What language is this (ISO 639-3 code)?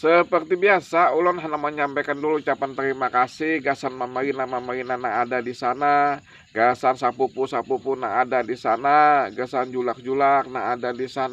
bjn